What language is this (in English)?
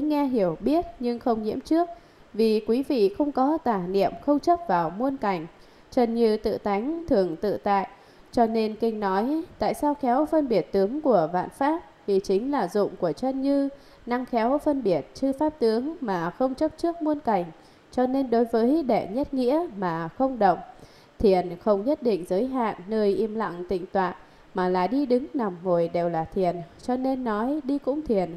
Vietnamese